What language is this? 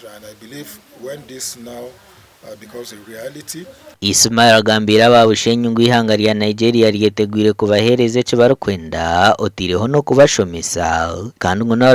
Nyankole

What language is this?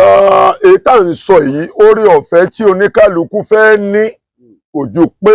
Yoruba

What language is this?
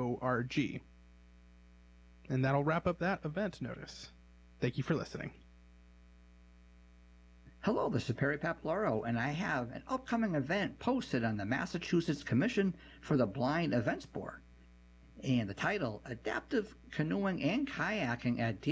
English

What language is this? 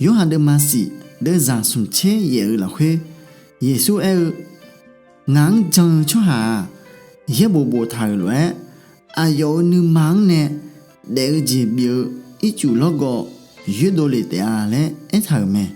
Akha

